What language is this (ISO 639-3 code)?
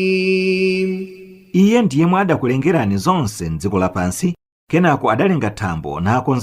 nya